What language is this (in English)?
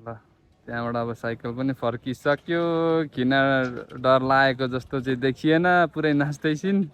Nepali